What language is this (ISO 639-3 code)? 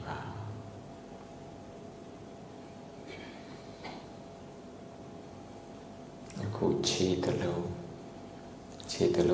mya